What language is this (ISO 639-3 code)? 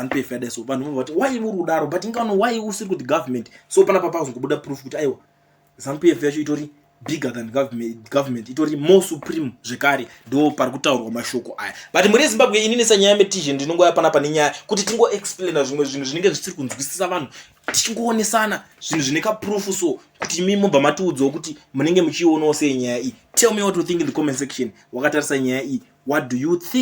sna